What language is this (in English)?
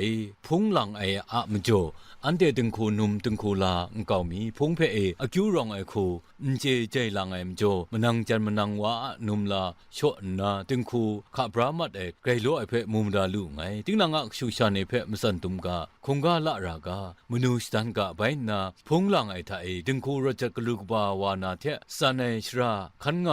Kachin